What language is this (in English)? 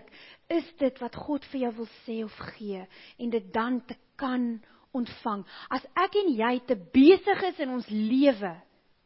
Afrikaans